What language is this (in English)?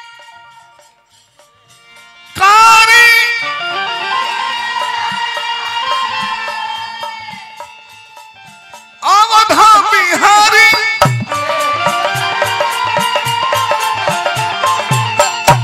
Bhojpuri